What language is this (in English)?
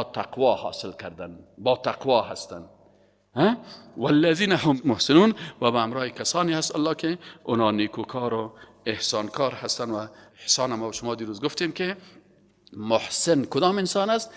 Persian